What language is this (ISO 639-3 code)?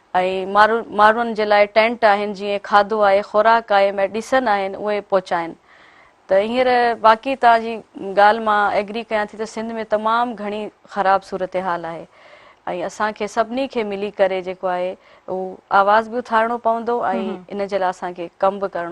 snd